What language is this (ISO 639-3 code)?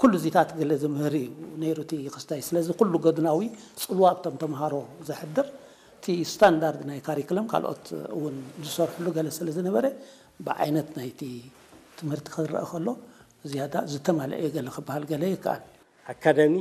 tir